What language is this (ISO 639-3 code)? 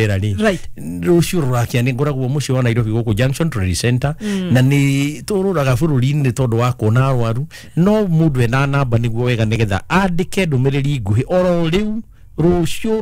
kik